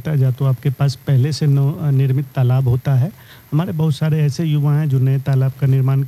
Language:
Hindi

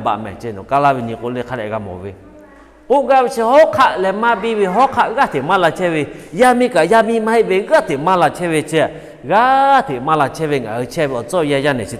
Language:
Lahu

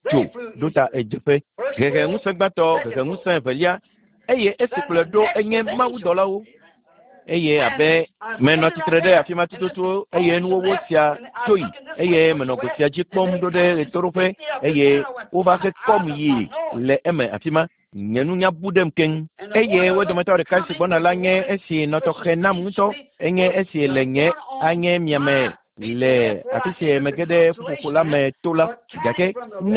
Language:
Ewe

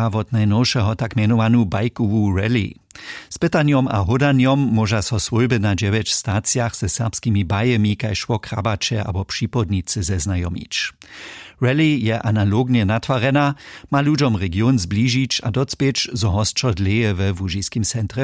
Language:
Upper Sorbian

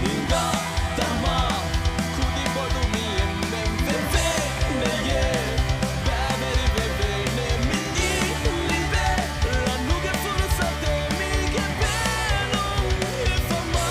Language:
Divehi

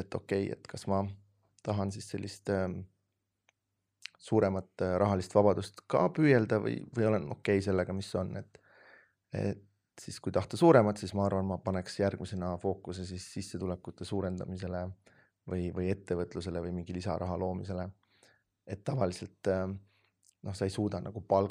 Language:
Estonian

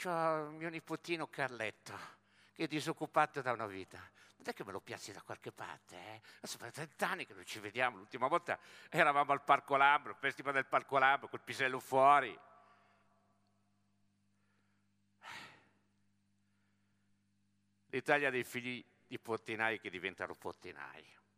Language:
Italian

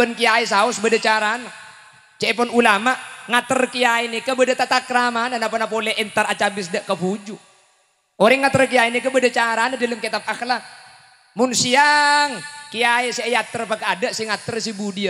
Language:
Madurese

